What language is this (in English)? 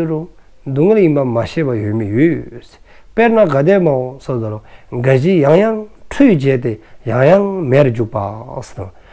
Dzongkha